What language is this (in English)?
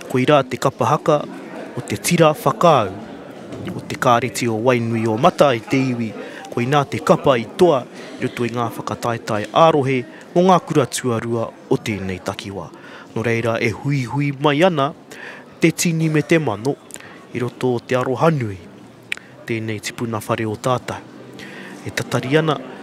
Māori